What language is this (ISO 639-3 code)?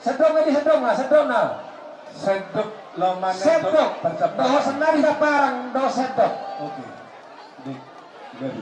bbc